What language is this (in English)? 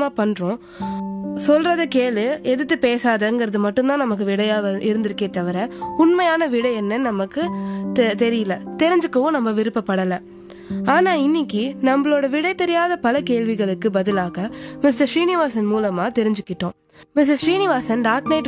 Tamil